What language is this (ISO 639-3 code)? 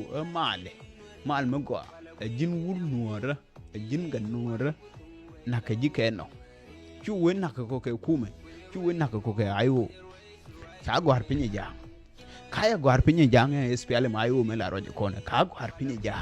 nus